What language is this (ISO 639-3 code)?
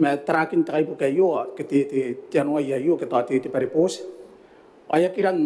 gil